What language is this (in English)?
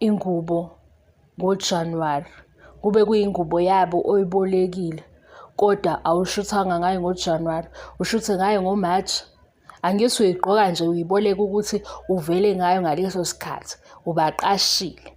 Zulu